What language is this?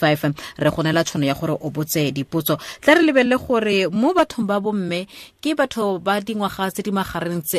Tswana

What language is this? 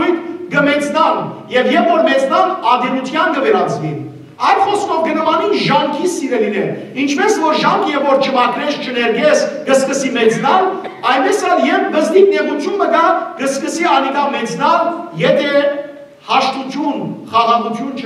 Western Armenian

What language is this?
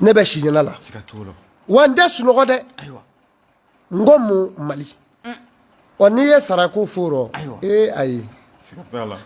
Bambara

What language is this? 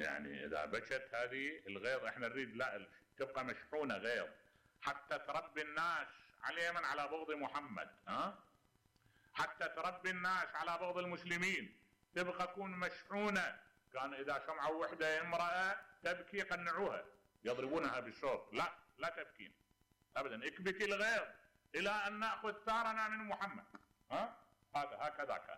Mesopotamian Arabic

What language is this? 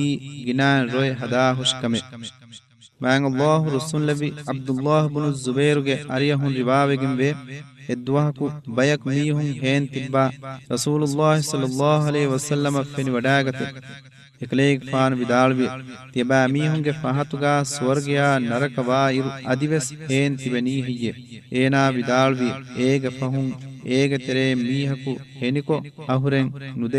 Divehi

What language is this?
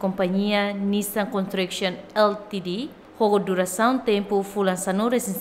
Tetum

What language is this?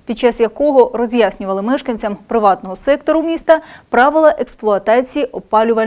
Ukrainian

